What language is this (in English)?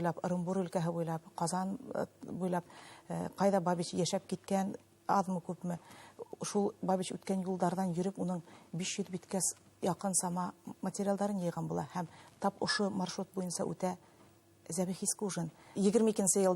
Bashkir